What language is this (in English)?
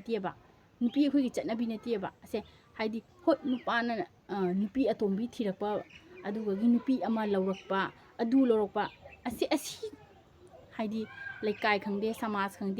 Manipuri